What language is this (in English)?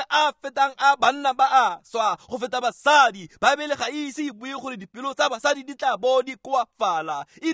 Tswana